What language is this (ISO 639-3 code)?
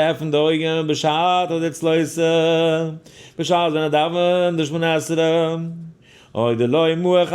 yid